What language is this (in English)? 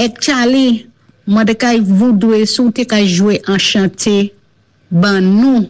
Saint Lucian Creole French